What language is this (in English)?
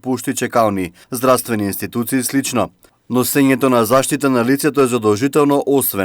Macedonian